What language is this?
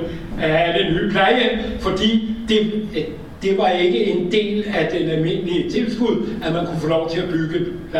Danish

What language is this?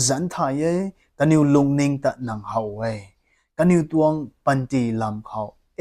Rongmei Naga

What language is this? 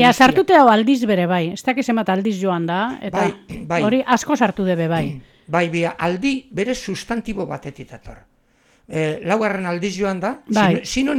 Basque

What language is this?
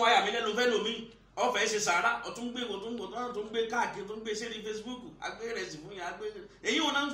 Yoruba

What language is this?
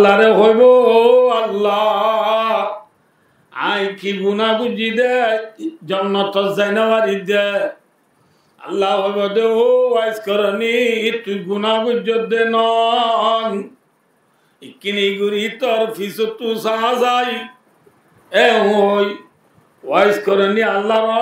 Rohingya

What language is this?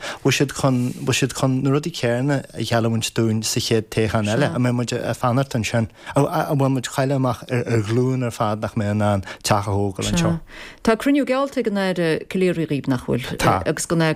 Irish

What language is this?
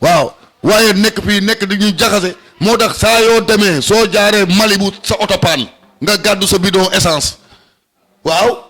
Wolof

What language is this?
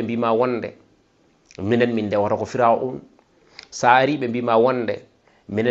Fula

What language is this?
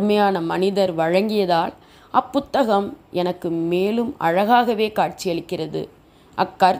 Tamil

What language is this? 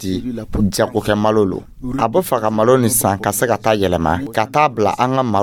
Dyula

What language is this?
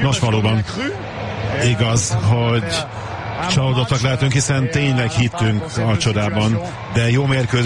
Hungarian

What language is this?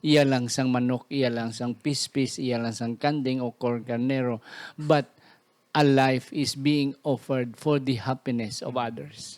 Hiligaynon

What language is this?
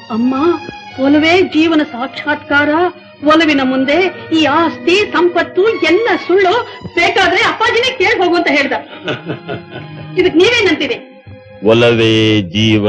Kannada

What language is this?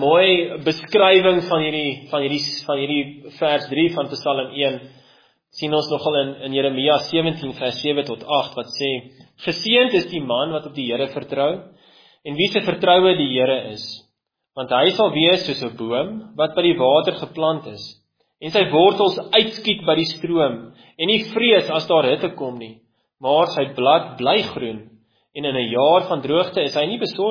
Afrikaans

